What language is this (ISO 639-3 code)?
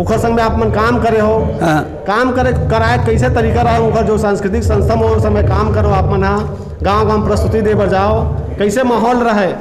hne